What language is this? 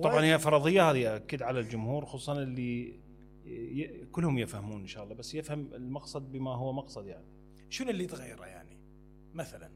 Mesopotamian Arabic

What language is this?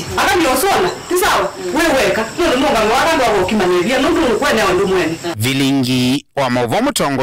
Kamba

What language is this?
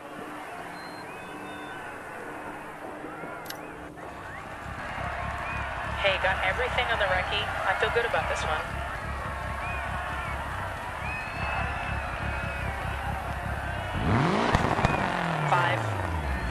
English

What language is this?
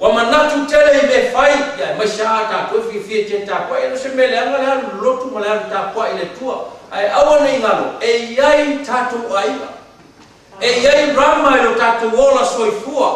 Samoan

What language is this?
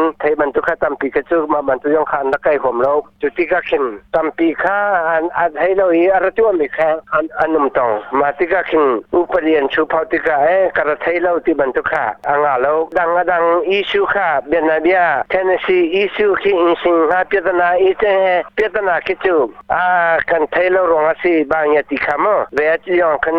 Hakha Chin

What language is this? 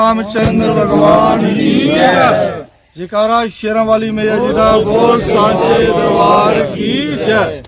Dogri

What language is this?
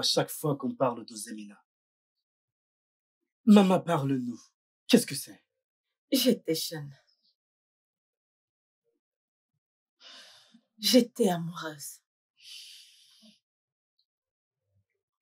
French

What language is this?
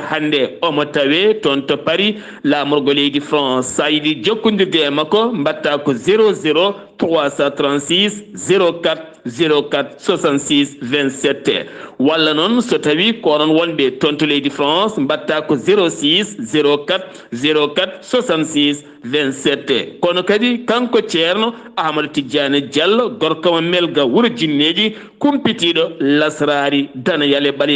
Fula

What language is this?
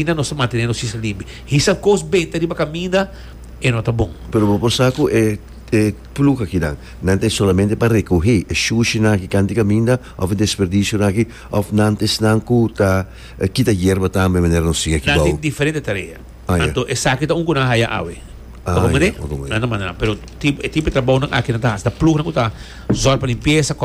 Papiamento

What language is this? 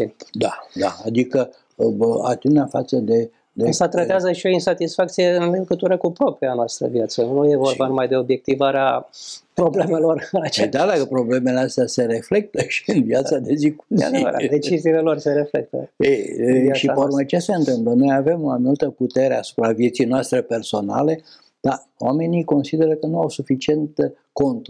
Romanian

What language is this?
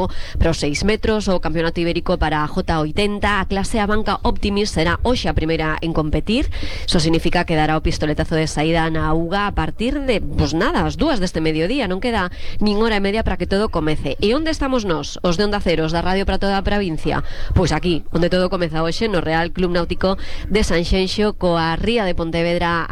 Galician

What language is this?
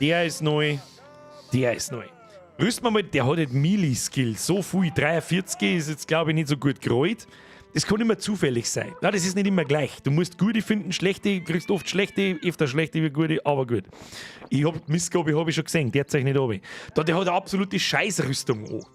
Bavarian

